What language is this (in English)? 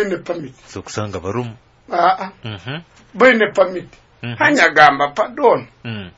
Nyoro